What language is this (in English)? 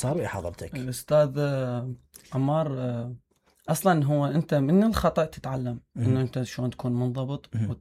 Mesopotamian Arabic